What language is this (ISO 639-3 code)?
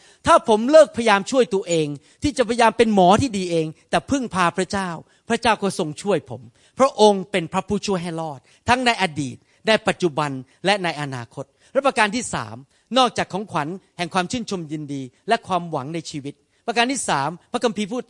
tha